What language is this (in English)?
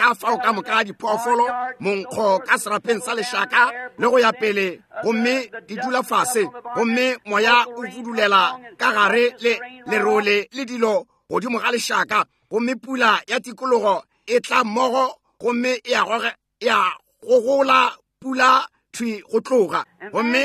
Northern Sotho